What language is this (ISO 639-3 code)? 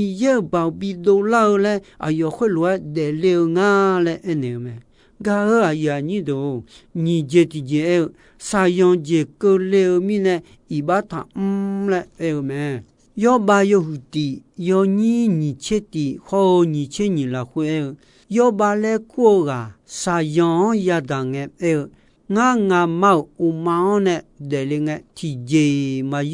ahk